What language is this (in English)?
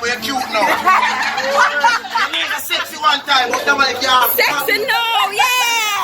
Jamaican Creole English